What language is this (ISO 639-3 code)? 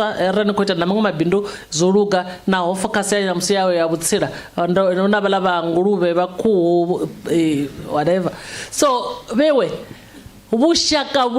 ven